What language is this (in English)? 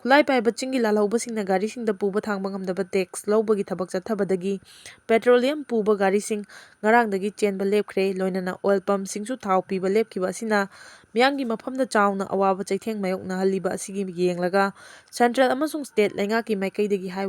Manipuri